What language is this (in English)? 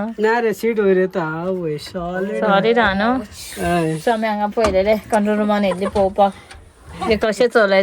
Konkani